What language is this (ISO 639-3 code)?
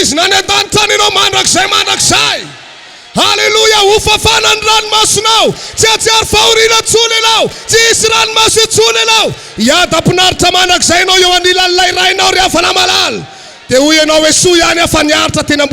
mlg